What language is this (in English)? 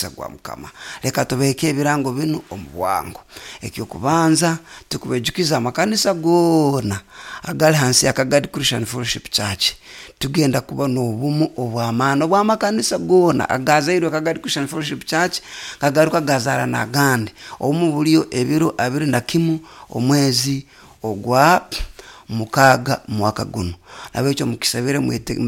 Nyoro